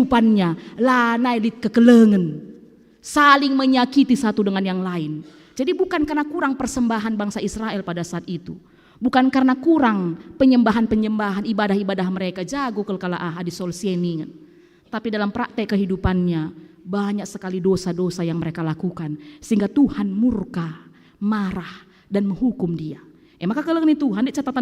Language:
Batak Karo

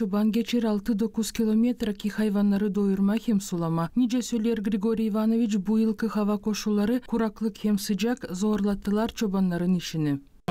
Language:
Gagauz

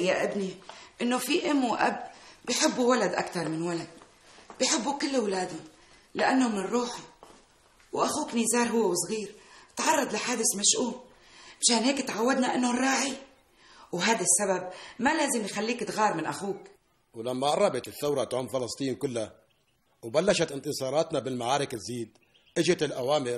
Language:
North Levantine Arabic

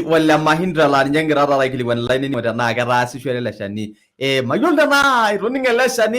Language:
Masai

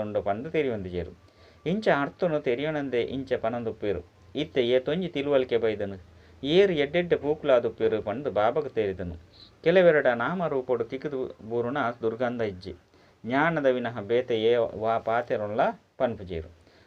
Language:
Tulu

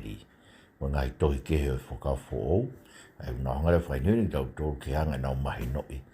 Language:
Tongan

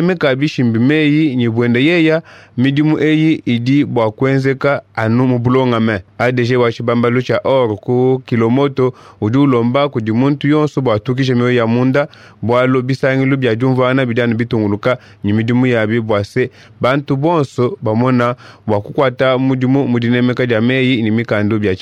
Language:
Luba-Lulua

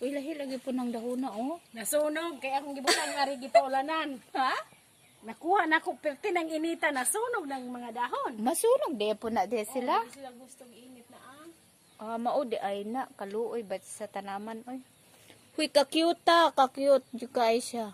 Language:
Cebuano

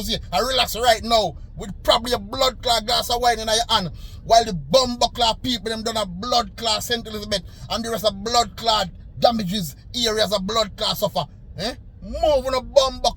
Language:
Jamaican Creole English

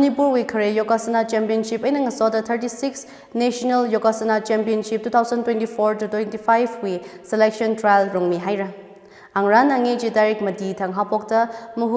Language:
Tangkhul Naga (India)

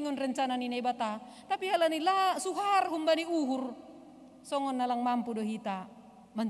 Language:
Batak Simalungun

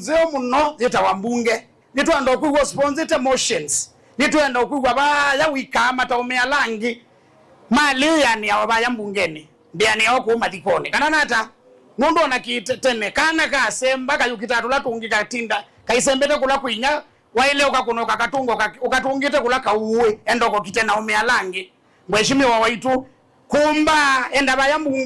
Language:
Kamba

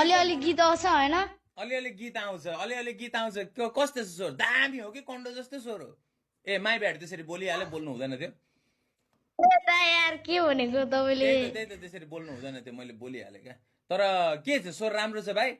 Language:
Nepali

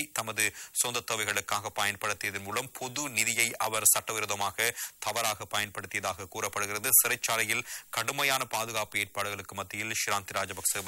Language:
Tamil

